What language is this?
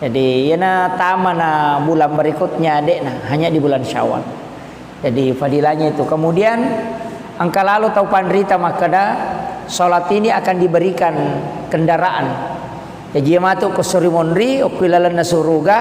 Buginese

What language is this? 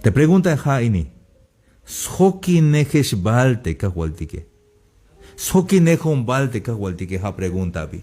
Tzeltal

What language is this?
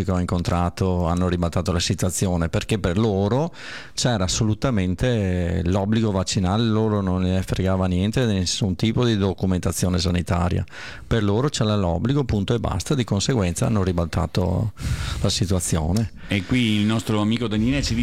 Italian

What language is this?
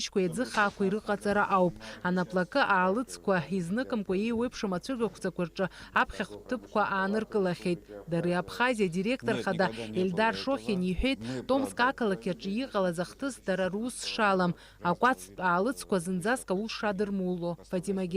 Abkhazian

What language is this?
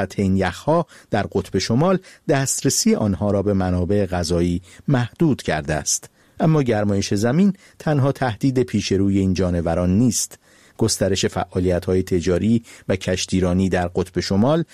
Persian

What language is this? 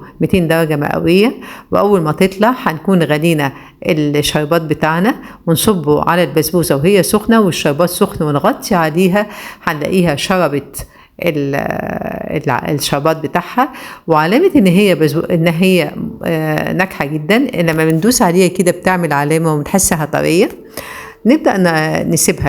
Egyptian Arabic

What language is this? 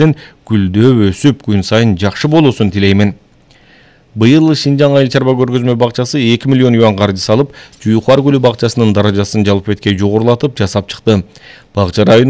Kyrgyz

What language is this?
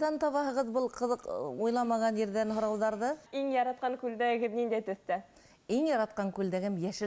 Bashkir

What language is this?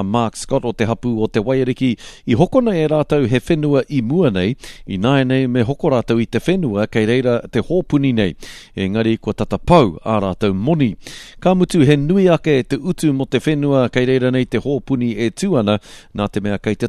Māori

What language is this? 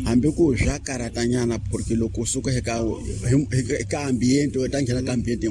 Tsonga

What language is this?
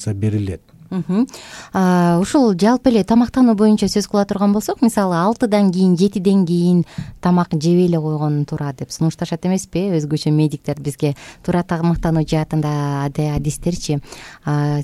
Kyrgyz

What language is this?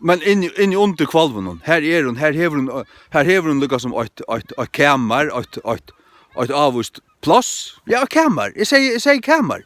Faroese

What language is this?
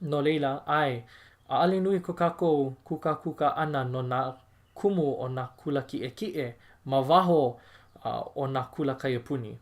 Hawaiian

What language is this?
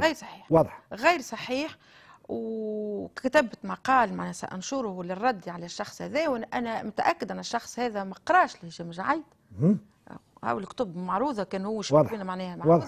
Tunisian Arabic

